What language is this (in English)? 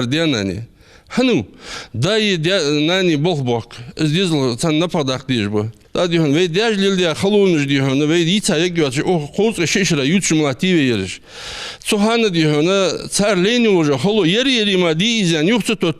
Ingush